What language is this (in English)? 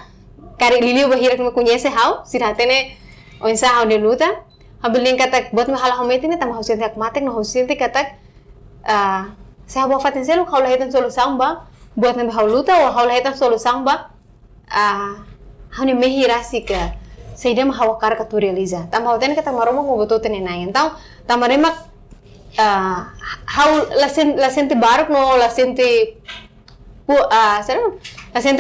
Tetum